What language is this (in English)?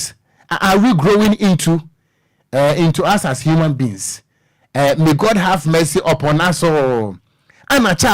Akan